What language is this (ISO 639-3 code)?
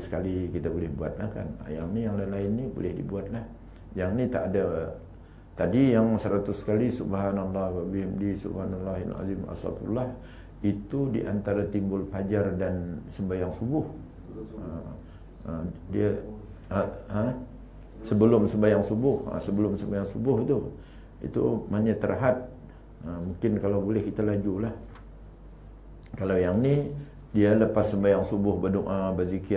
msa